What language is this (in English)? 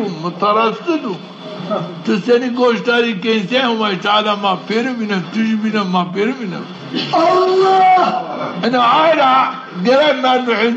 Zaza